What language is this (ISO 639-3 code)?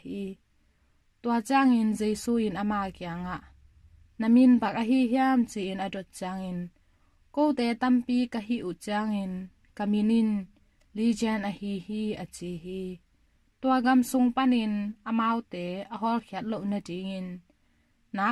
ctd